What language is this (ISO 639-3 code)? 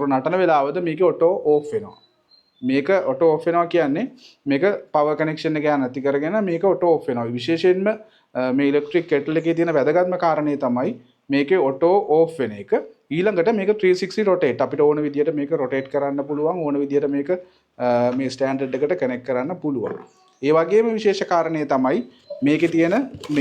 sin